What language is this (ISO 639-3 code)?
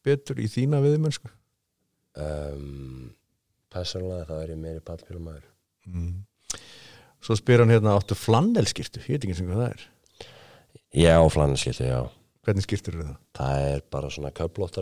isl